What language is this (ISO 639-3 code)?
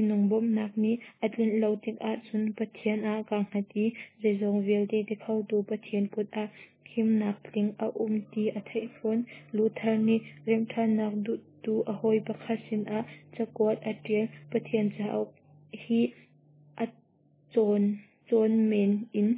cnh